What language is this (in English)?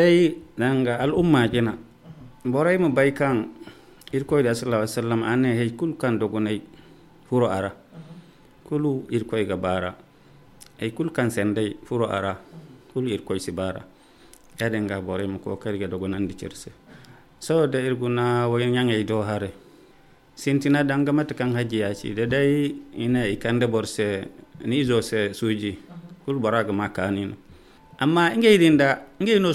Zarma